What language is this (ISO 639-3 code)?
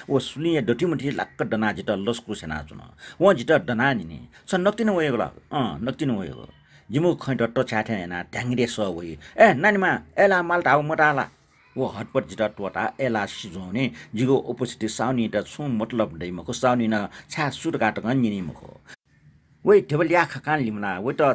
new